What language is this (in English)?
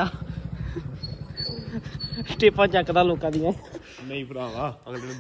Punjabi